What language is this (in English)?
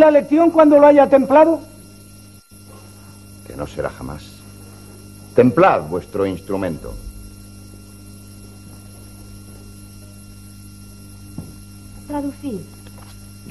Spanish